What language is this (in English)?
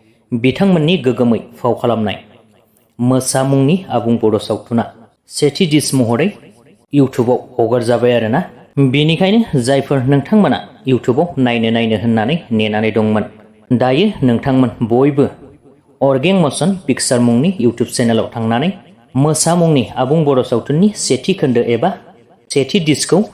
Bodo